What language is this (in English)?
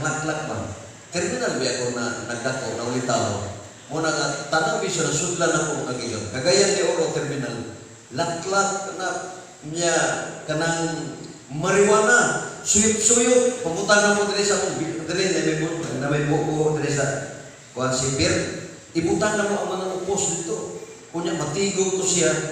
Cebuano